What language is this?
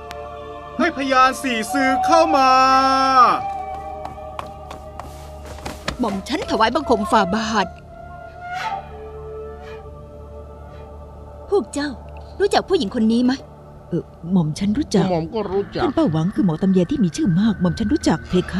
Thai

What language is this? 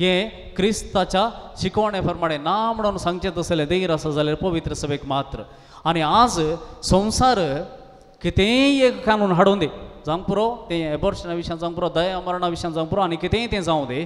Konkani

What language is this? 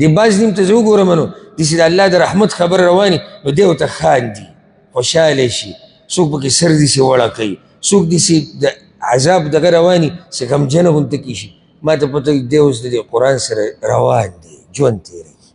Pashto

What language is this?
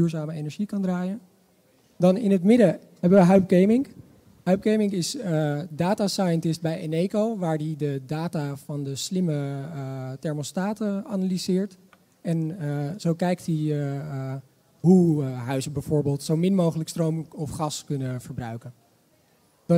Dutch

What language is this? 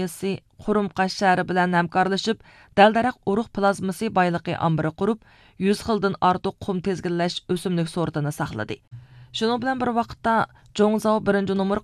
Uyghur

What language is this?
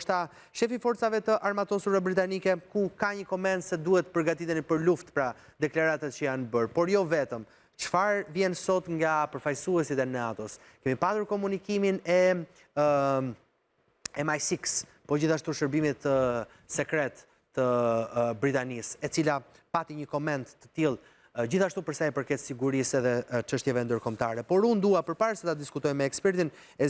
Albanian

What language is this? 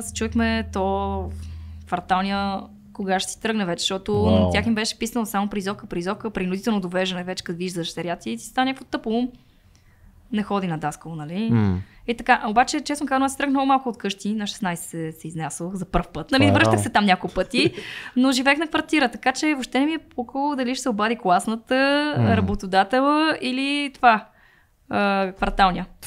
Bulgarian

